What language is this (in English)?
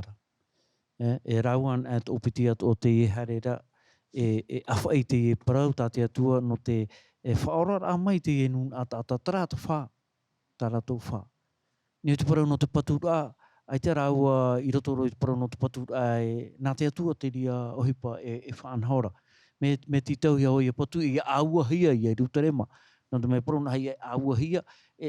Tahitian